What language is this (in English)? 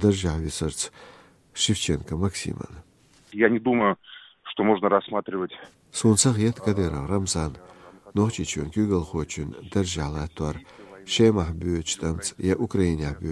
Chechen